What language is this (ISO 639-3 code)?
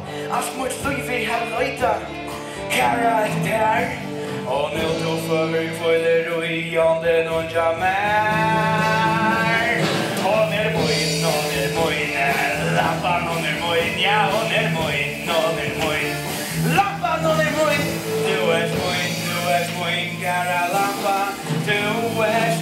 fao